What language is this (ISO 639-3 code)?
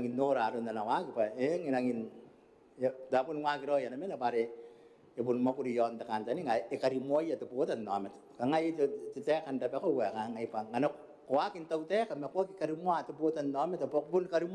gil